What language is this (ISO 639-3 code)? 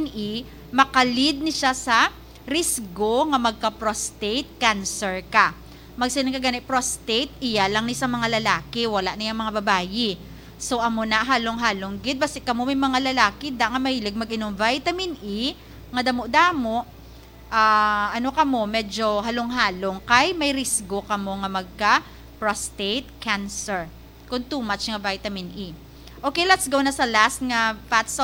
hil